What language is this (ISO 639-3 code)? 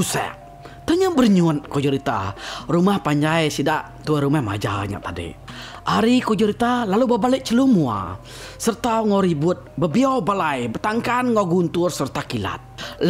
iba